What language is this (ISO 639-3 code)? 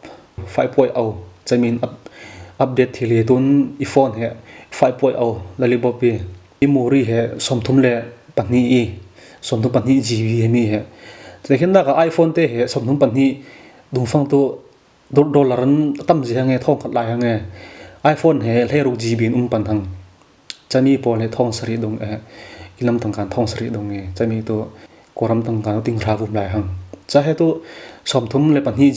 cfm